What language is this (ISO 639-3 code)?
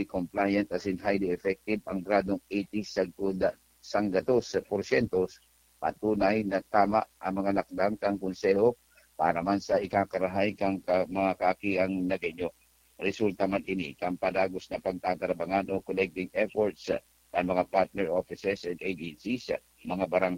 bik